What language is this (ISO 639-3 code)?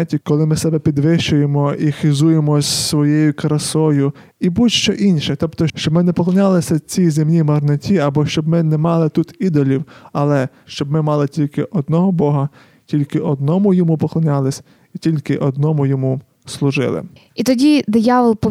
ukr